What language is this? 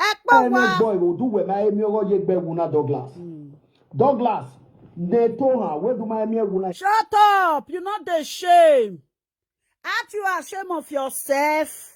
Nigerian Pidgin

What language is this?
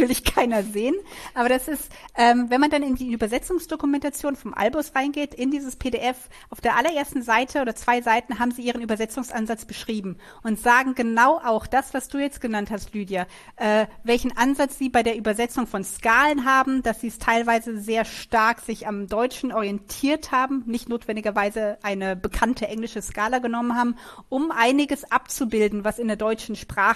German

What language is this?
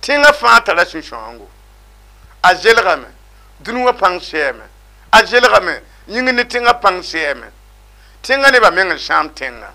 Mossi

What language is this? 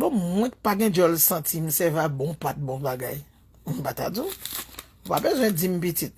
Haitian Creole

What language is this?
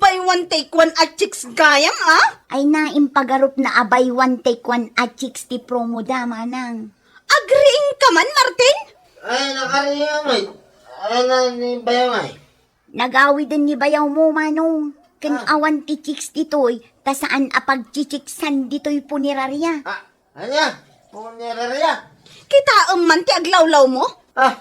Iloko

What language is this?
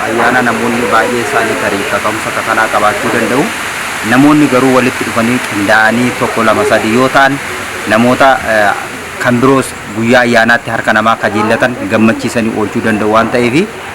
Oromo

